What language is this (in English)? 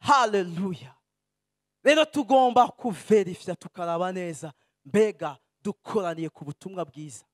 Rundi